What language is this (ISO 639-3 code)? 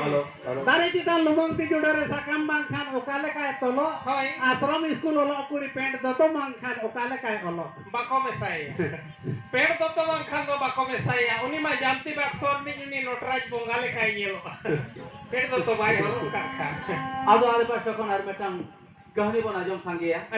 sat